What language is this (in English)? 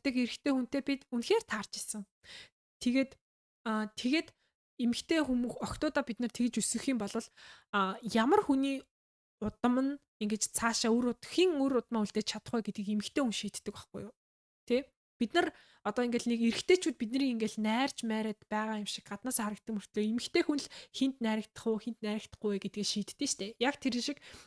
Mongolian